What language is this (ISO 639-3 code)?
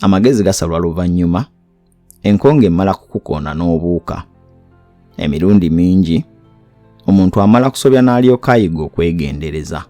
lug